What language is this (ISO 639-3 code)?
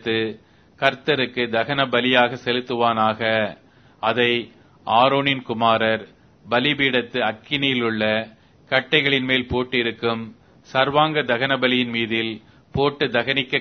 tam